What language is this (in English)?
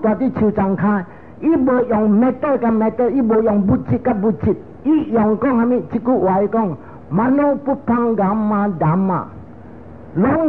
Min Nan Chinese